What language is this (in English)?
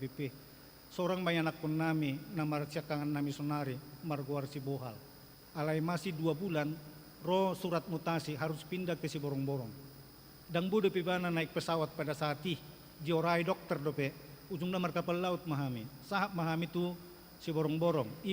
Batak Toba